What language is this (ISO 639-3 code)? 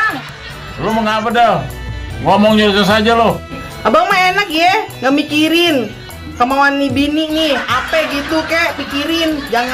bew